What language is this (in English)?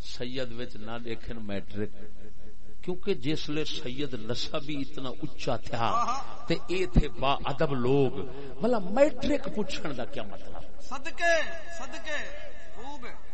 Saraiki